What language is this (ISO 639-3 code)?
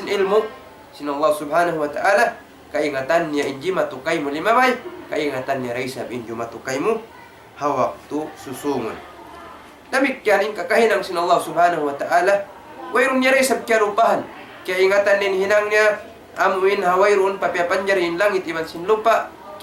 tsg